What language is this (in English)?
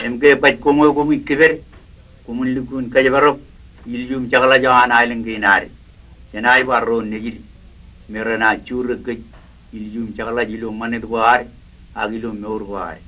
Marshallese